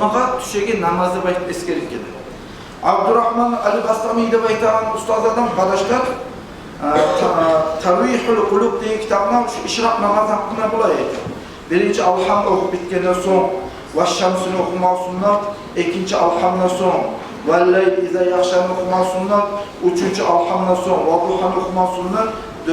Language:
Kumyk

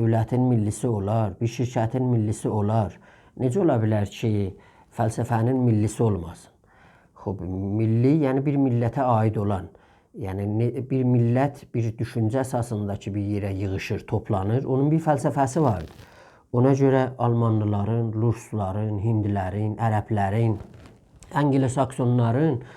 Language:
South Azerbaijani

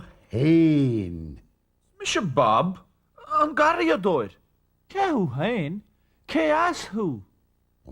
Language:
Irish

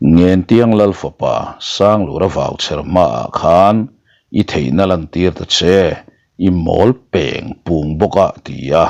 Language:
Mizo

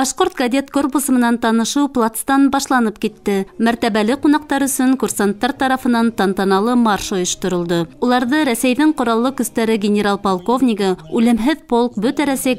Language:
Bashkir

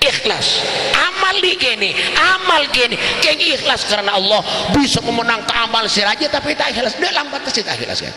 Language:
Madurese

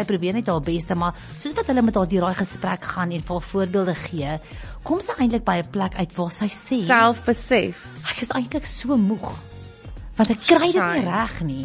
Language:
Afrikaans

